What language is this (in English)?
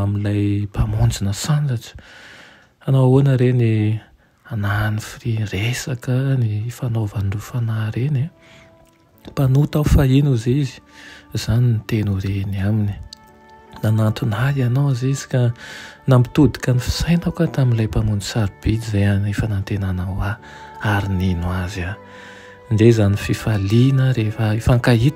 Malagasy